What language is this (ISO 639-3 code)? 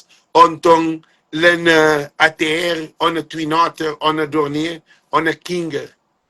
kea